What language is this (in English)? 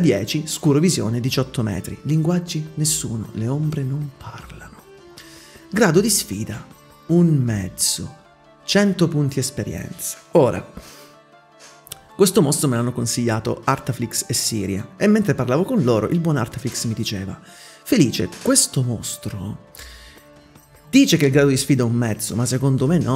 Italian